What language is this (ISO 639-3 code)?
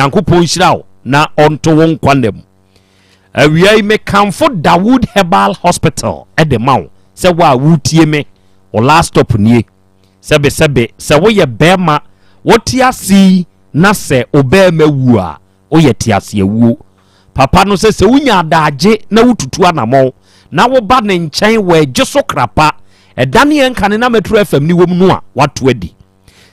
aka